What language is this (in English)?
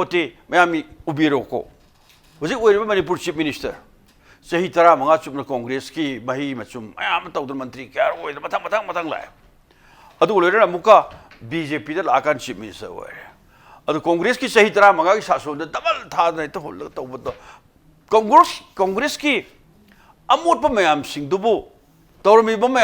Manipuri